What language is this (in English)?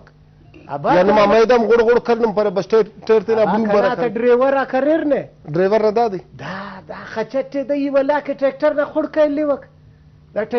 Brahui